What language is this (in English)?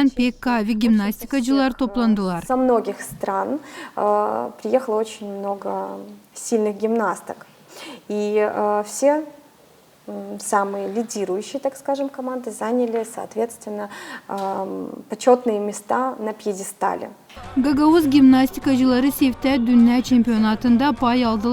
Gagauz